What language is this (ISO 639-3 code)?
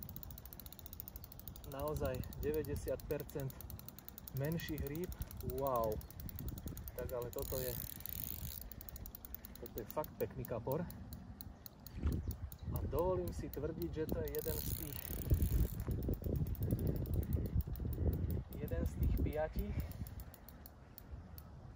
slk